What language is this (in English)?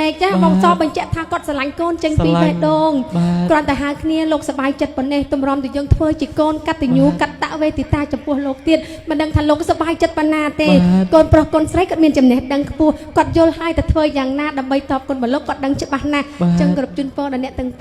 Khmer